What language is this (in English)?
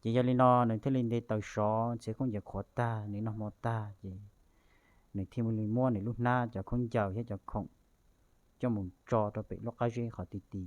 Hmong